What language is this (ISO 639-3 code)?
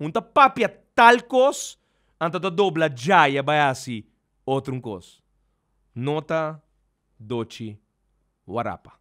pap